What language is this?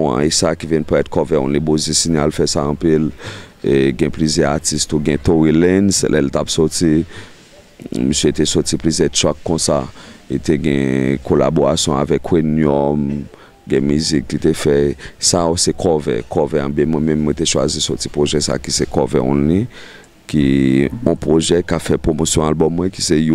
Haitian Creole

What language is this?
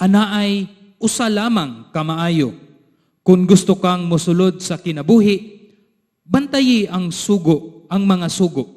Cebuano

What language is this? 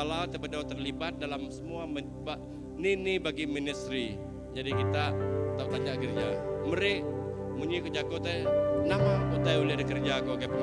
Iban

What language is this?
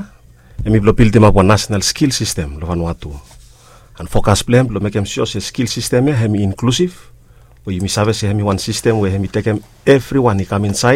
Bislama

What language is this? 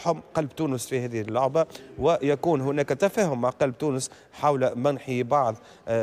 Tunisian Arabic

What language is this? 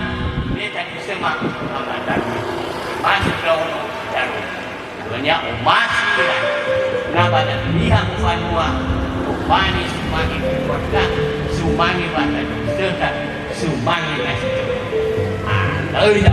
Nias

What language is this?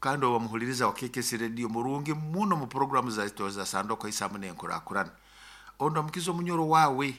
Nyoro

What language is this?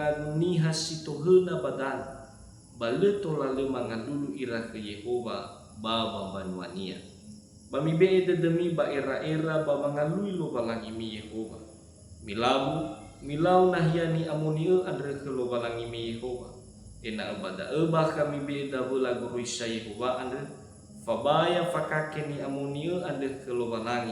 Nias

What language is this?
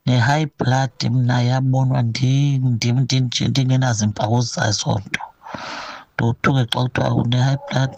Xhosa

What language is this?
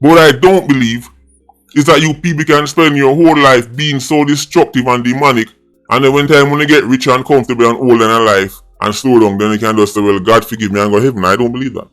Jamaican Creole English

